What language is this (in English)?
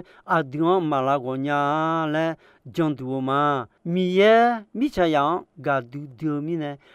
Akha